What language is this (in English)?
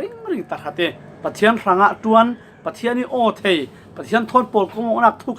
Falam Chin